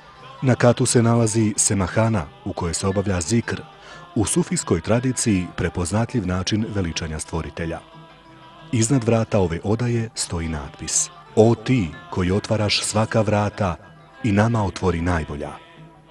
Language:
Bosnian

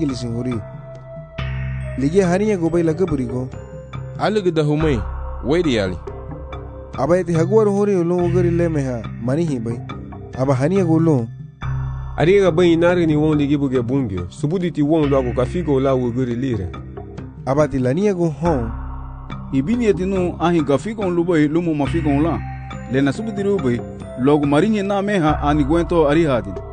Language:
Garifuna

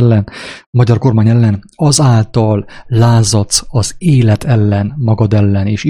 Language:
Hungarian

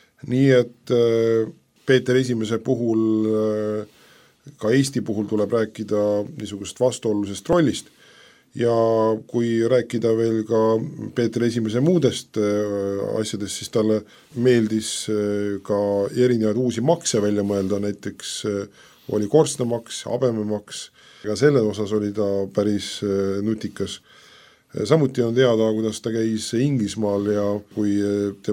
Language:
Estonian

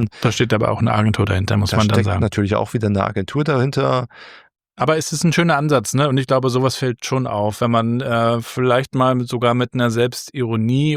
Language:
German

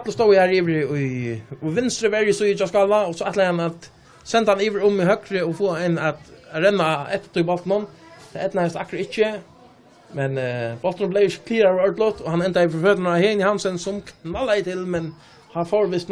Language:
Faroese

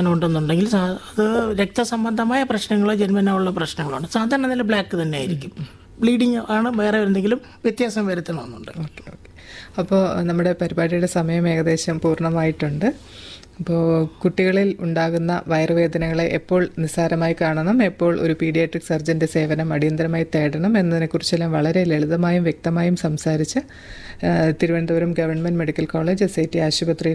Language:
Malayalam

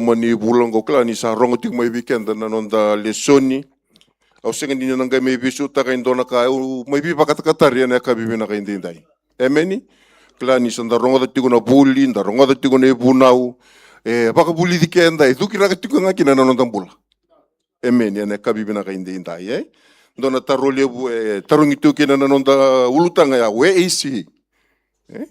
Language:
Fijian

